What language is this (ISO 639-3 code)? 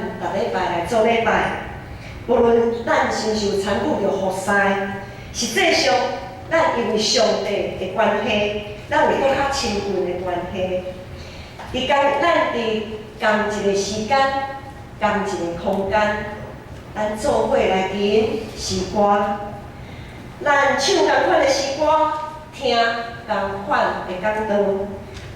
nan